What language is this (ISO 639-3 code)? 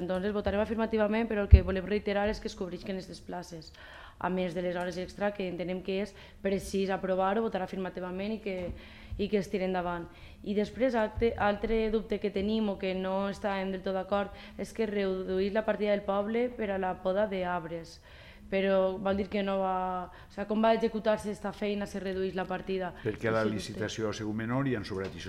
cat